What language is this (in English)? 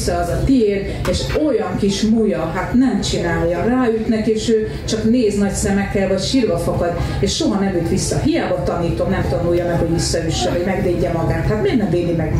Hungarian